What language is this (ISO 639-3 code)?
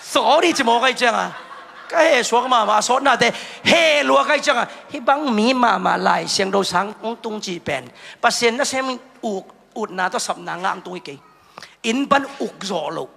ctd